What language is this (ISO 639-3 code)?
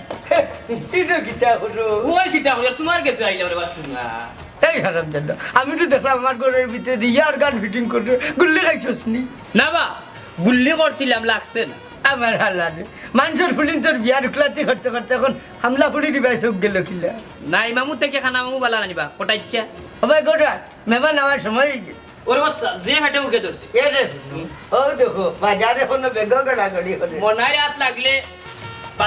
syl